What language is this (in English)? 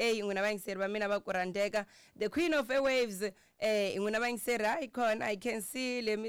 Tsonga